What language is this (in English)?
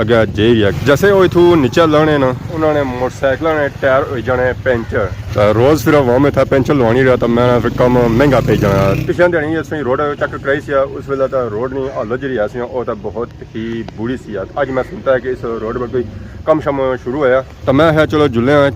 Pahari-Potwari